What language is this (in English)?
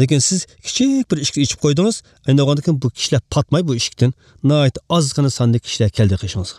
Uyghur